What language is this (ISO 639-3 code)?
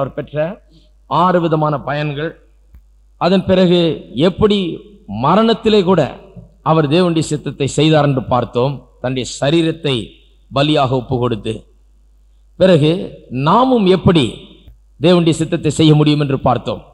tam